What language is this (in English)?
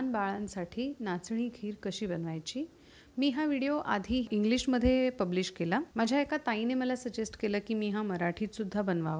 Marathi